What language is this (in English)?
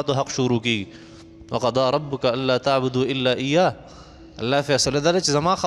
Pashto